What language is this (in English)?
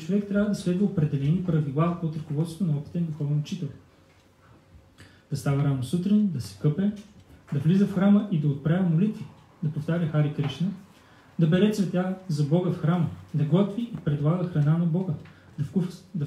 Bulgarian